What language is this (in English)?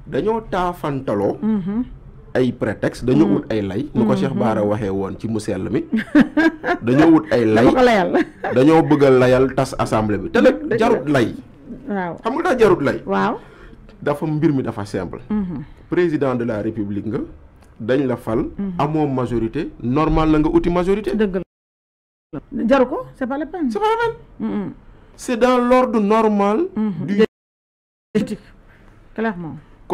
Wolof